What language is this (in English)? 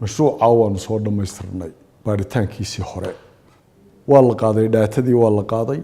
Somali